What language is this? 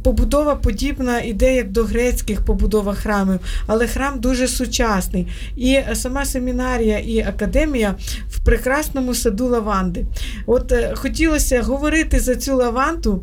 Ukrainian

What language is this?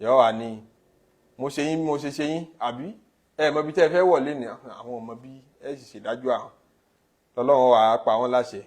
Yoruba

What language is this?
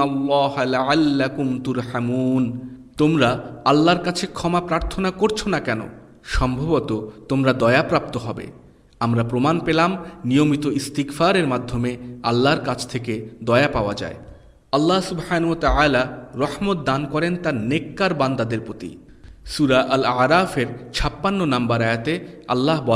Bangla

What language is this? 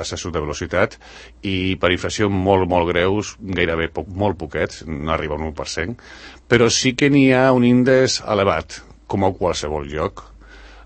Catalan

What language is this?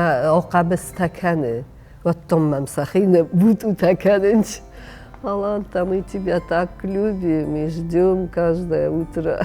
Ossetic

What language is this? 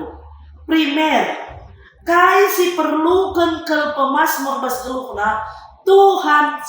Batak Karo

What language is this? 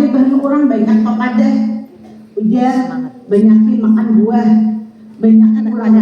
Banjar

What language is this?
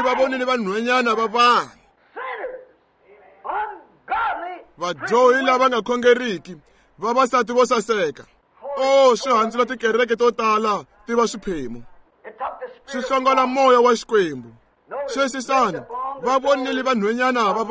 Tsonga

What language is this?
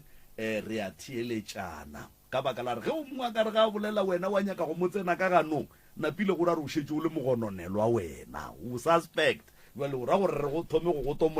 Northern Sotho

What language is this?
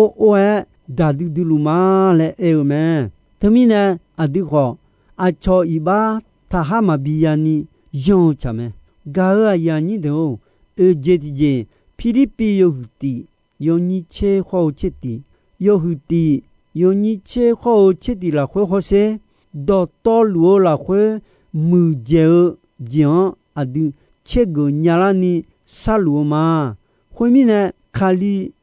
Akha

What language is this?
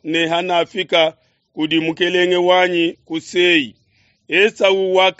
Luba-Lulua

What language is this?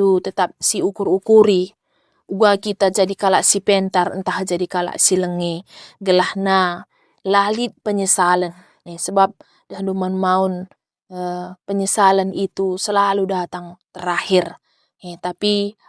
Batak Karo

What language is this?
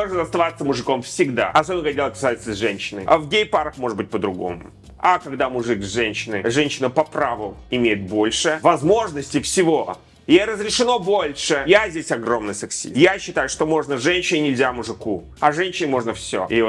Russian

